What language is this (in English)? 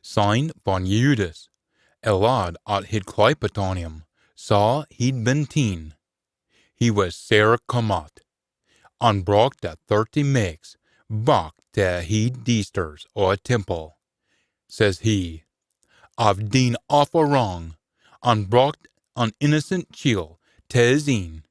Scots